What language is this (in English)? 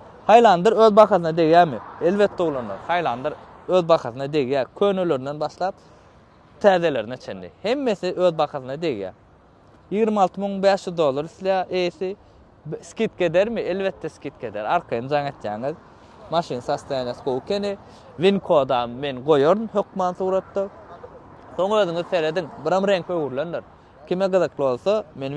Turkmen